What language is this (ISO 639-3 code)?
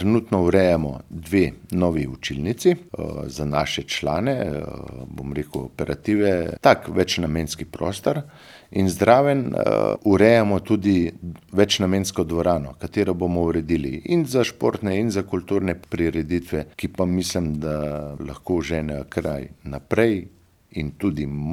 slv